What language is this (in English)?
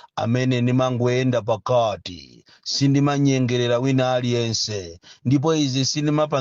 Nyanja